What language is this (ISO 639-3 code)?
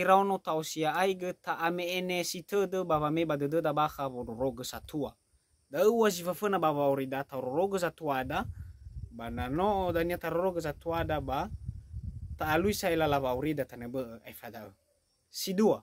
nia